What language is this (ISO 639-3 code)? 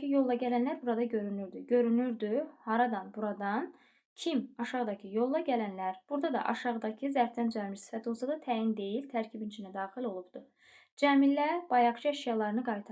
aze